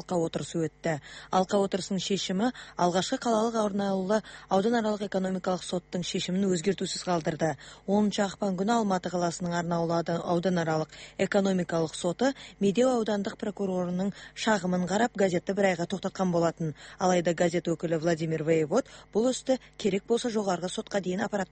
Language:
Kazakh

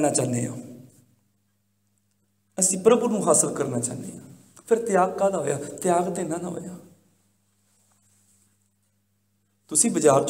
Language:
Punjabi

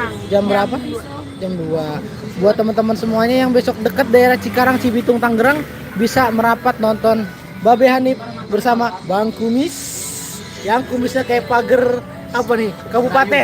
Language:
Betawi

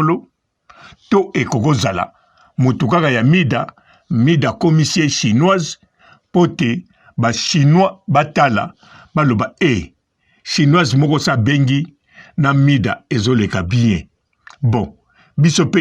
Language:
Lingala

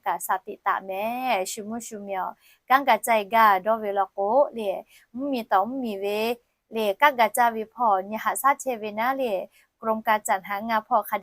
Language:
Lahu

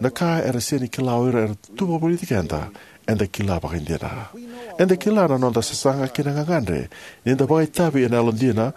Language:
Fijian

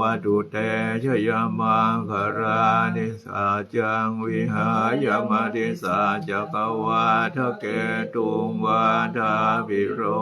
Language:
Pali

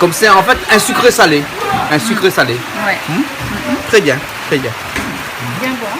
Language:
Réunion Creole French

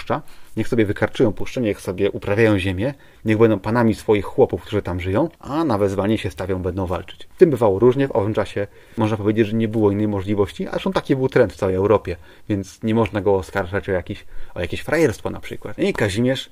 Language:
Polish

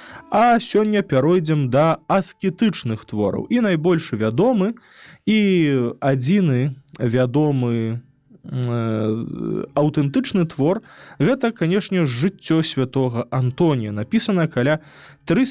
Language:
Belarusian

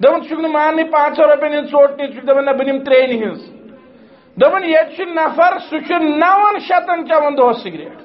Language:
Kashmiri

